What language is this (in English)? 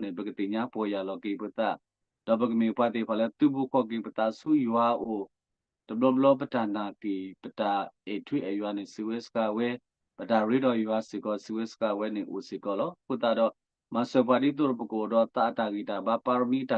S'gaw Karen